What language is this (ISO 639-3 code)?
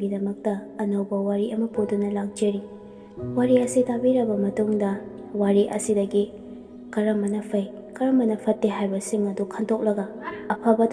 mni